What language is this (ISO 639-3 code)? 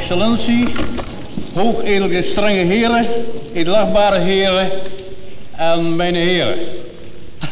nld